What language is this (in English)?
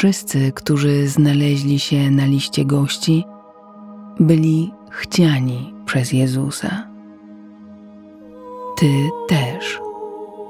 Polish